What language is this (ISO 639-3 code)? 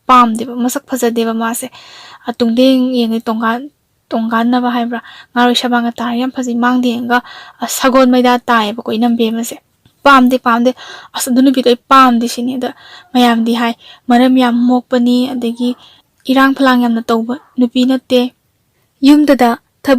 mni